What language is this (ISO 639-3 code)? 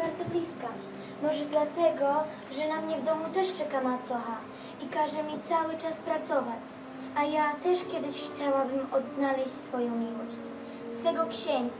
pol